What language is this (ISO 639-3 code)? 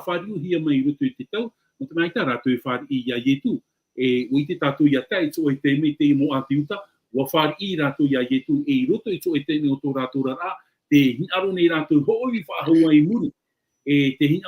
tah